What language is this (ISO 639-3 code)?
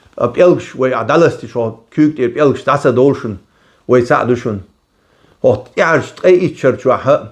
che